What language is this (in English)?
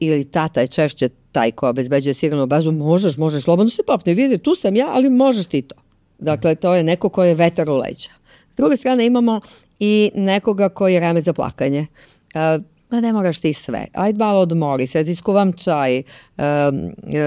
Serbian